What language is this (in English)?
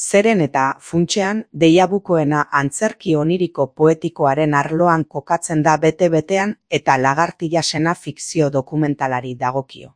Basque